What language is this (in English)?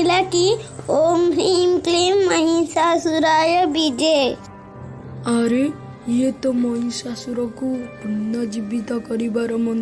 Odia